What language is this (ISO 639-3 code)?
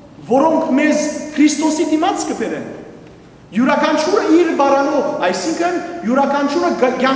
hyw